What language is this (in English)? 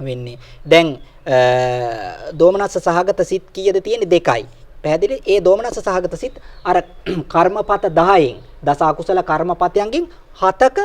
Sinhala